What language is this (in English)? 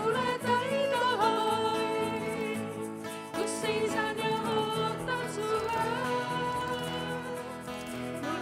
Estonian